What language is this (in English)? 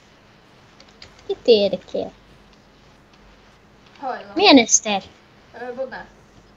Hungarian